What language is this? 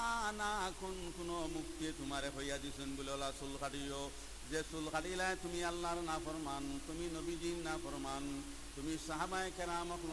Sylheti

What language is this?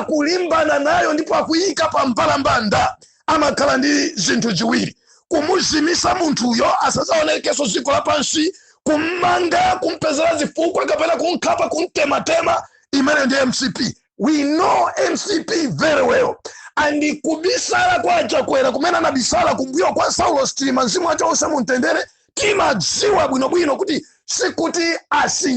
Nyanja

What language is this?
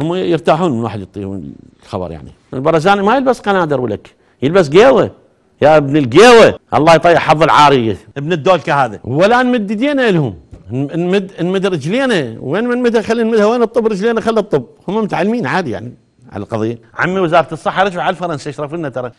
Mesopotamian Arabic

